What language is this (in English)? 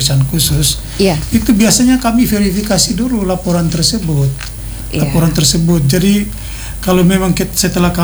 Indonesian